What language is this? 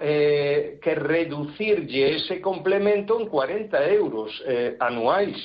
Galician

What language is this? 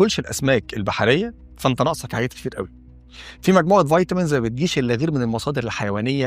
Egyptian Arabic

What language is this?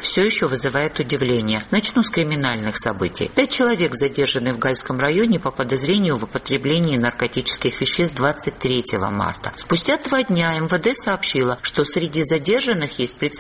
Russian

